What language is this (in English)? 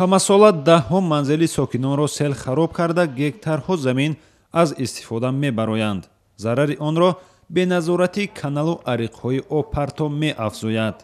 Tajik